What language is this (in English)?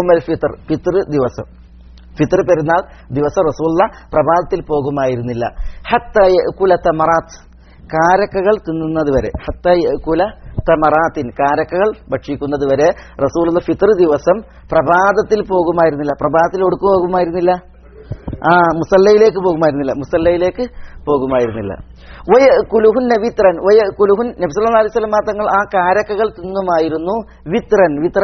Malayalam